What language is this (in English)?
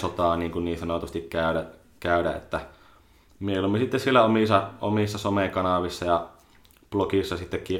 Finnish